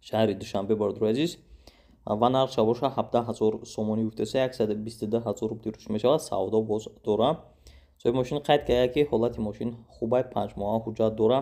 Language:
Tajik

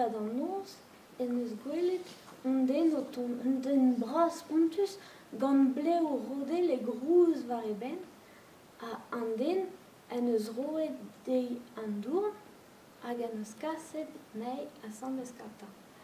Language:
Breton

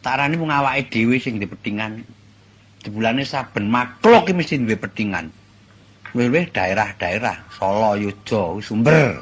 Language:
Javanese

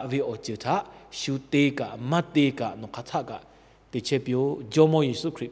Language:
Lahu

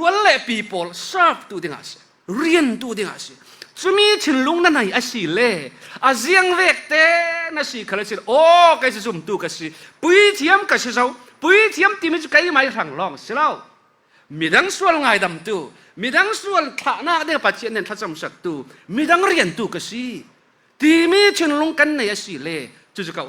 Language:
Falam Chin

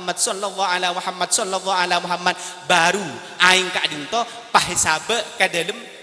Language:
Madurese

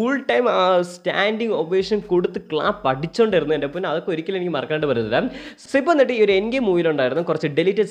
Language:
Malayalam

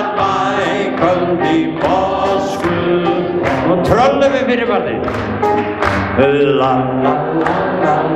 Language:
Icelandic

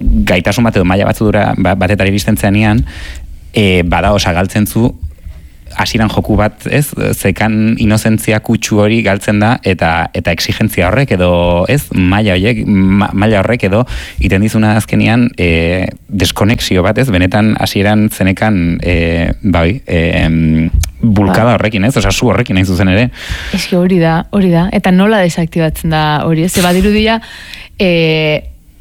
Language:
Basque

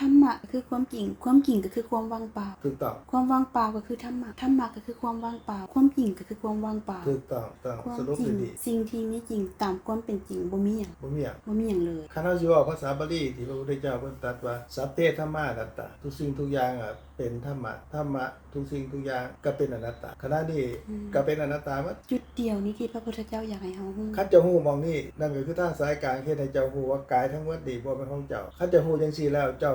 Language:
Lao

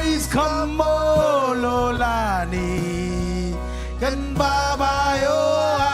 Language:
Marshallese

